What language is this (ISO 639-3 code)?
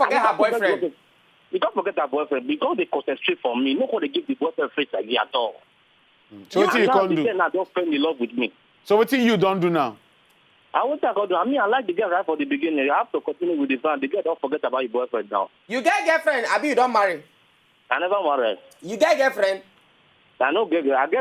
pcm